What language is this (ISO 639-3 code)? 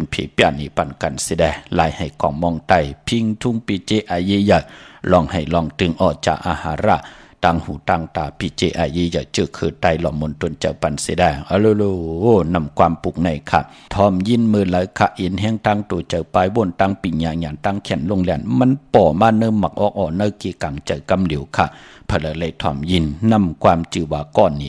shn